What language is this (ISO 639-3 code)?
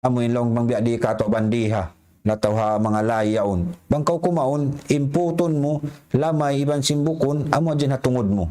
tsg